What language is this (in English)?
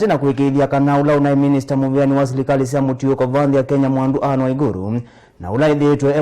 Kamba